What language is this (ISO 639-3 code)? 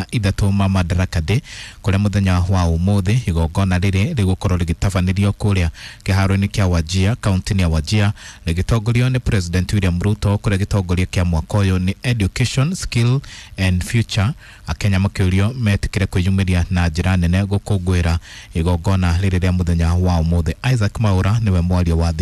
kik